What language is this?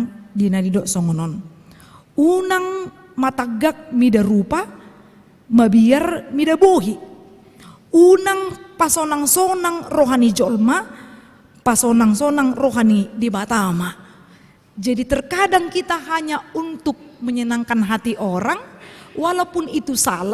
Batak Toba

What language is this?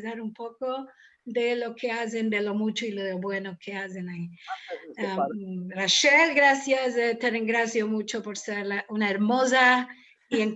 Ladino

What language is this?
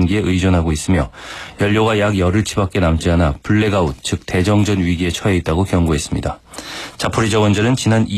Korean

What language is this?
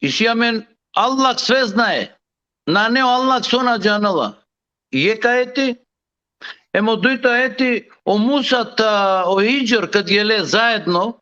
Balkan Romani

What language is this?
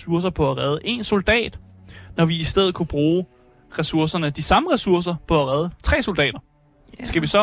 Danish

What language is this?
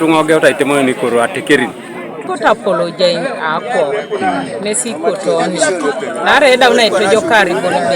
Teso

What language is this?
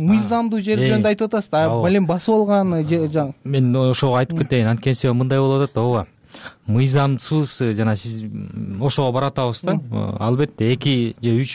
Kyrgyz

